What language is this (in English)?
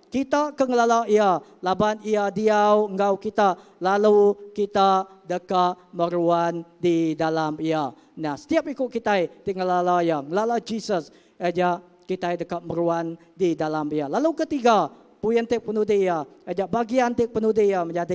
Iban